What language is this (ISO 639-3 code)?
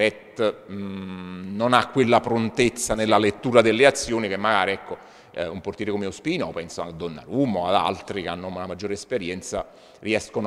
ita